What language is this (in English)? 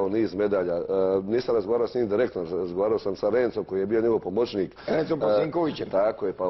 Croatian